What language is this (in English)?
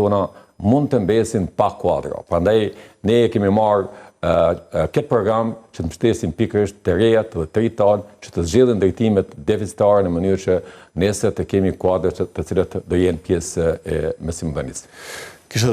Albanian